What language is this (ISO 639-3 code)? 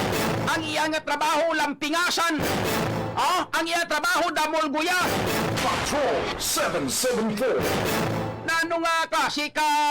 hil